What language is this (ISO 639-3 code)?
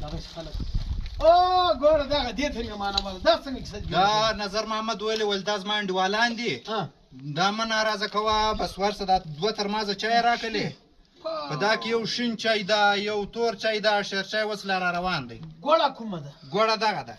pus